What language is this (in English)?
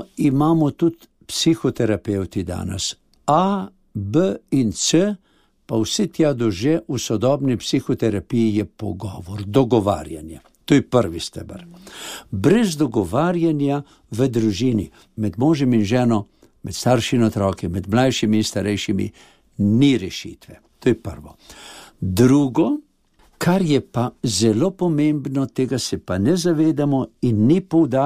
Slovenian